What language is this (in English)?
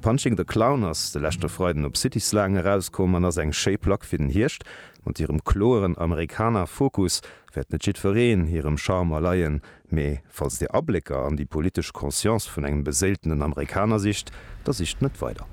Luxembourgish